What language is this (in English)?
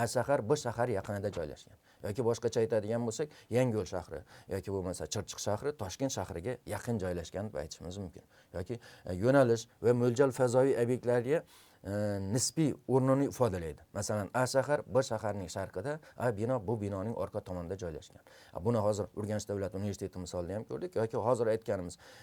Uzbek